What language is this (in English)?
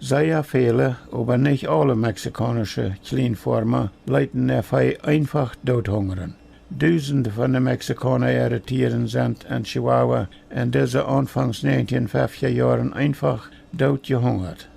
Plautdietsch